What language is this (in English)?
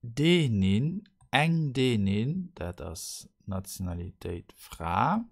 Luxembourgish